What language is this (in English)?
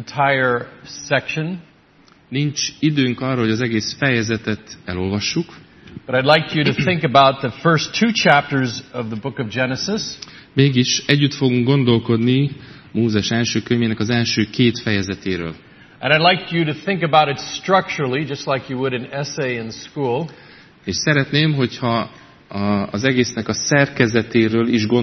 Hungarian